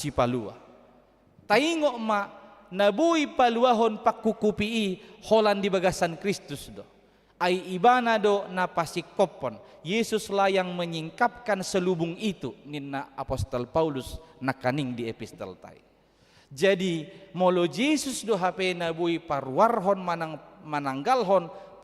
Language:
Batak Toba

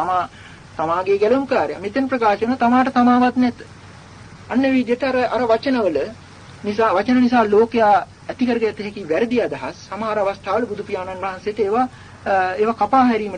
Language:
Sinhala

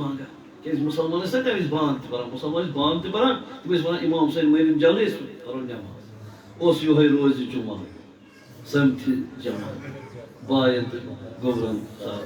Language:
Kashmiri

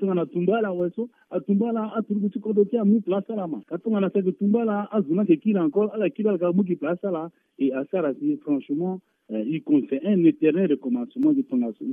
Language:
Sango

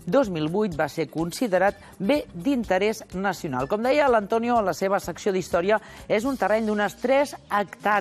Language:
Catalan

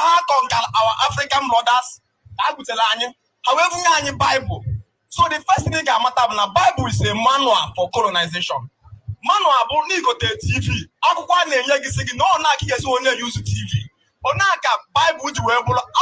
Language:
Igbo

